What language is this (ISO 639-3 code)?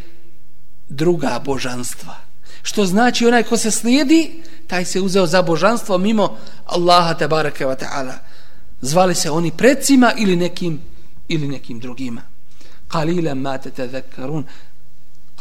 bos